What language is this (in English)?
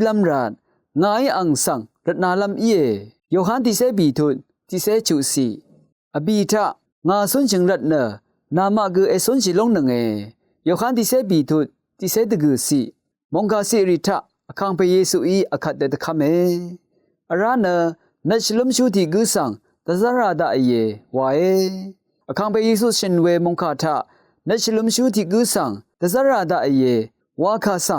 Rawang